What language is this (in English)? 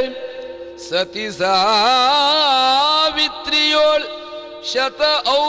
Kannada